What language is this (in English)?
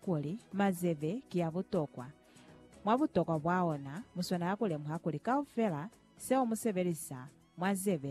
Lozi